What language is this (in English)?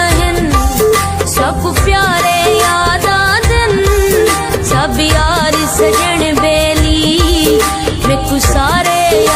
Pahari-Potwari